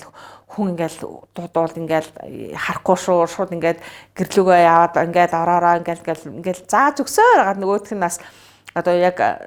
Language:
Mongolian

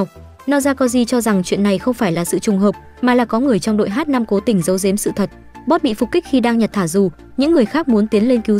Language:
Vietnamese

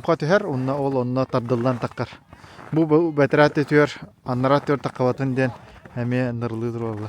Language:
Yakut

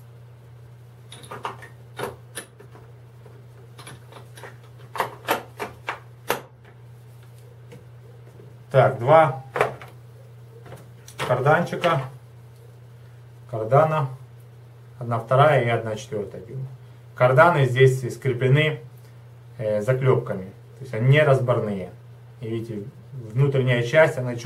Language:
Russian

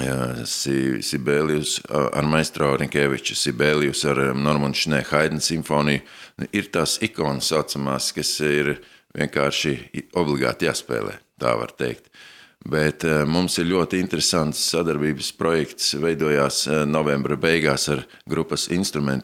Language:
Latvian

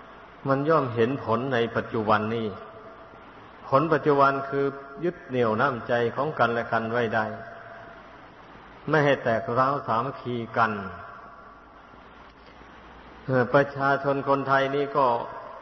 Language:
Thai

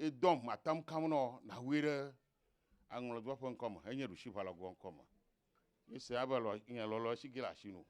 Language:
Ewe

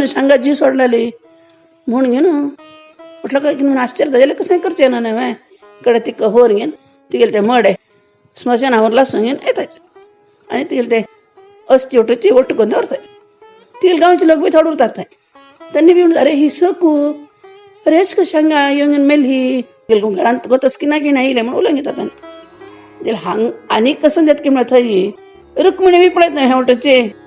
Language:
Konkani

